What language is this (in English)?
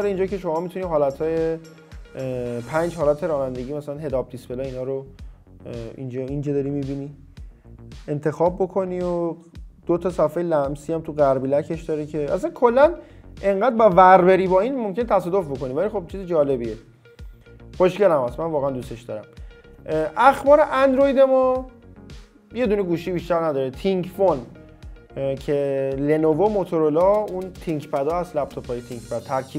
Persian